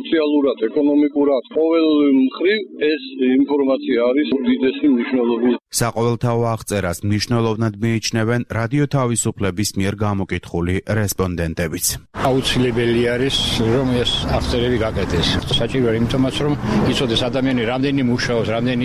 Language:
Georgian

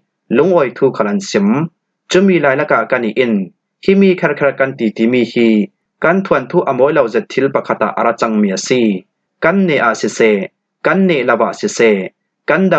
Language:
Falam Chin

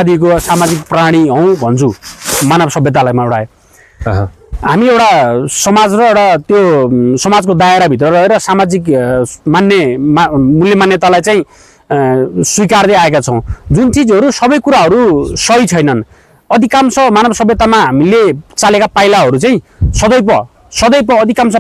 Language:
Nepali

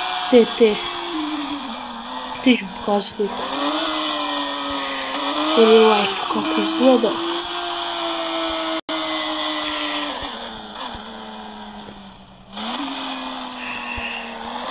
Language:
Croatian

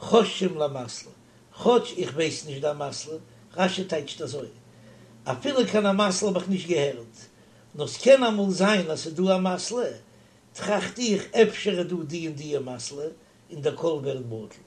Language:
Yiddish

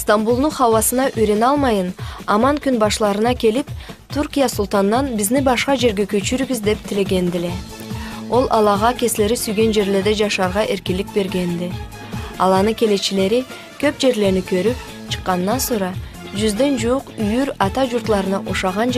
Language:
Karachay-Balkar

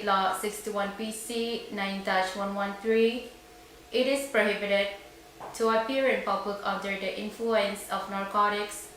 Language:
Pohnpeian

